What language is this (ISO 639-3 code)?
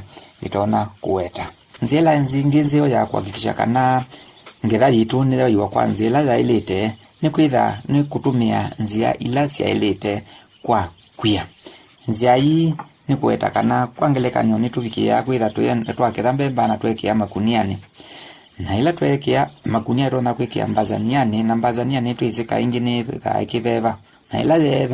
kam